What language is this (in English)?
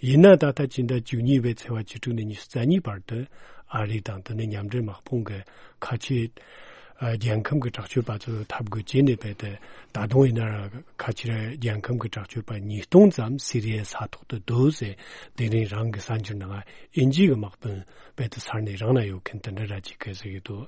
Tibetan